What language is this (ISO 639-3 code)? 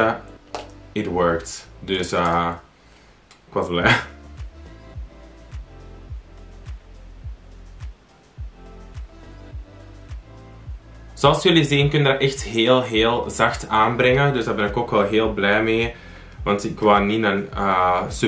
nld